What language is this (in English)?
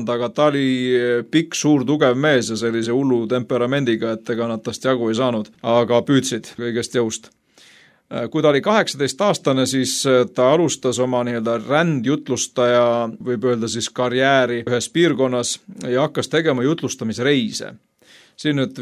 Estonian